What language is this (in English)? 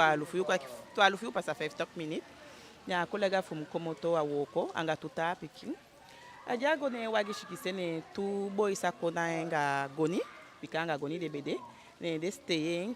Eastern Maroon Creole